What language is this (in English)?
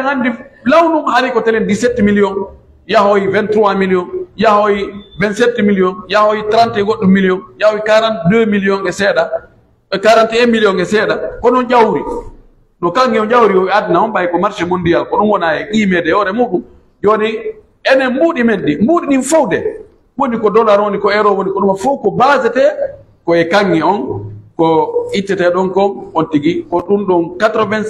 Pular